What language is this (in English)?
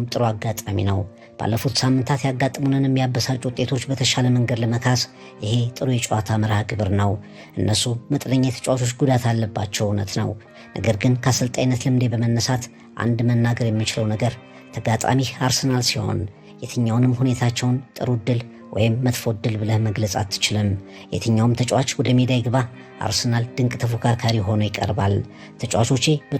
Amharic